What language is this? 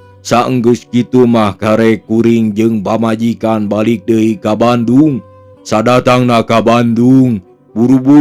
Sundanese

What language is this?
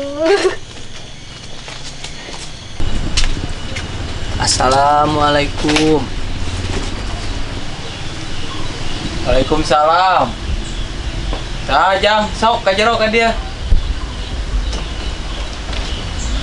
Sundanese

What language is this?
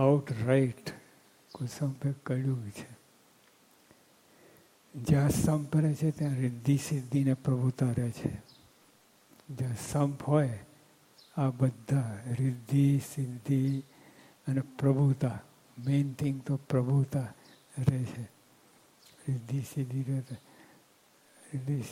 Gujarati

